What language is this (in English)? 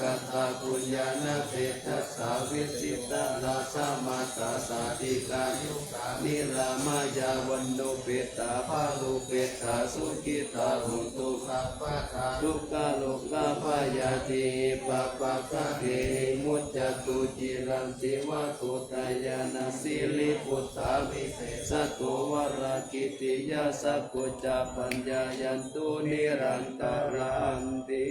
Pali